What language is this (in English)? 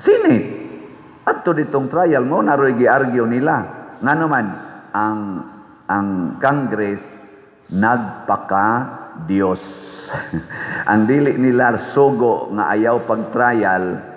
Cebuano